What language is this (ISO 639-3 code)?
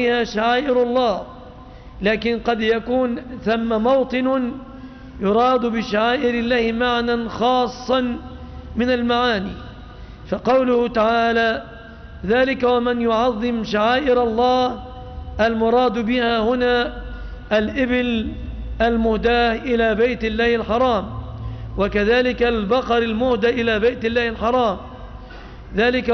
ara